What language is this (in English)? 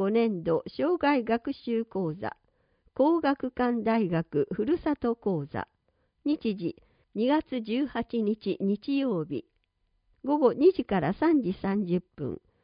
Japanese